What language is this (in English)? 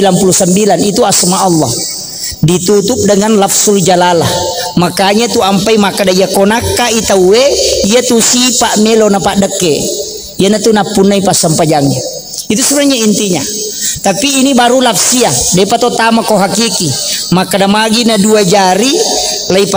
Buginese